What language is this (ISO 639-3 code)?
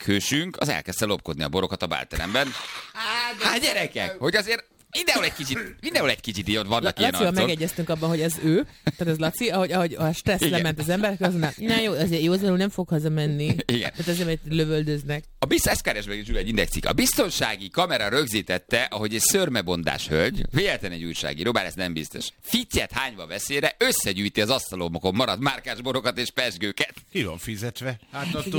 hun